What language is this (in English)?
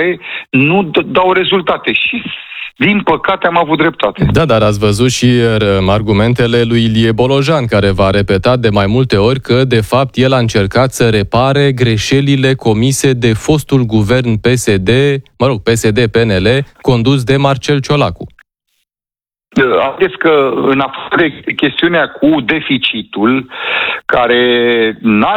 Romanian